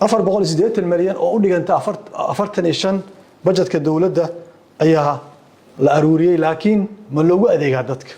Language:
Somali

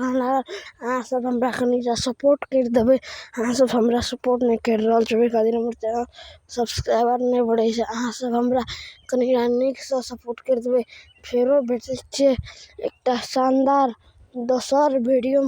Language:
Maithili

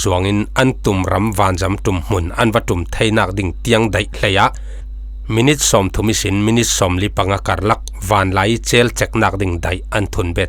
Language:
Falam Chin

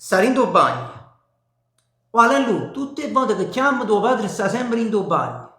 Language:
Neapolitan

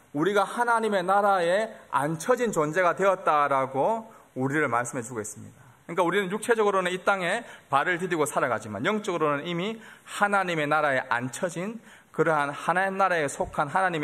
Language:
Korean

